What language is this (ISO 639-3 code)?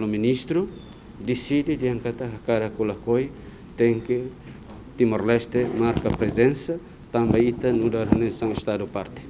tet